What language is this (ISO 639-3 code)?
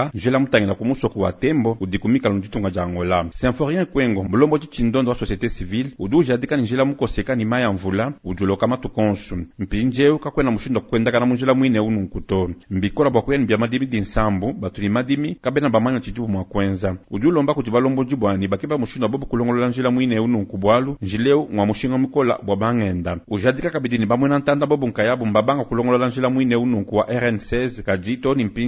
lua